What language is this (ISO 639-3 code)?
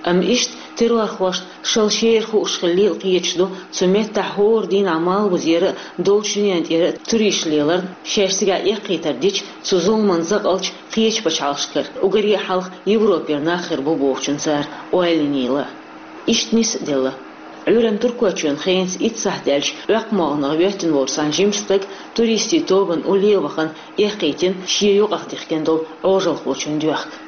che